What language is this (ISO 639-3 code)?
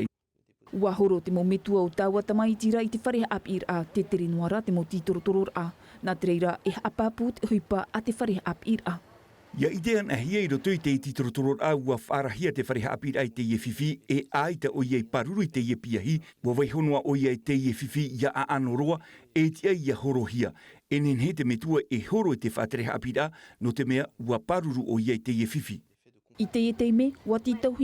tah